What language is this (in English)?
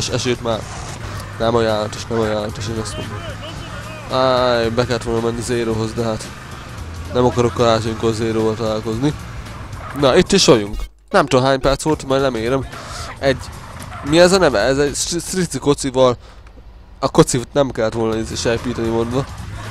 Hungarian